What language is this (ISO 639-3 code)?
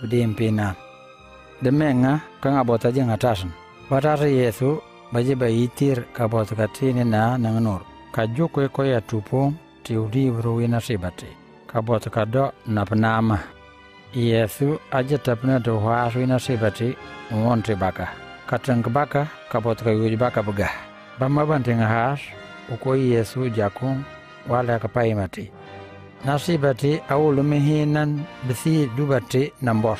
knf